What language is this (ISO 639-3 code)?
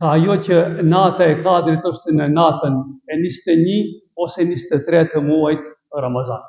sqi